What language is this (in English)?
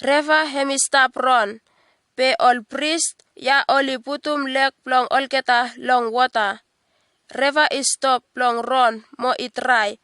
Bislama